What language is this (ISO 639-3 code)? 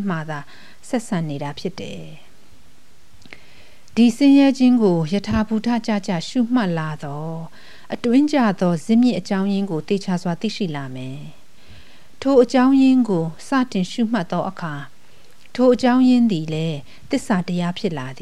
mya